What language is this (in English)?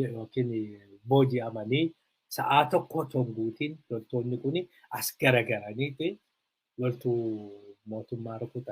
Oromo